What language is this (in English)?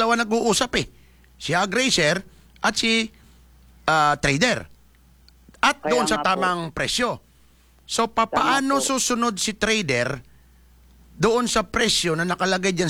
Filipino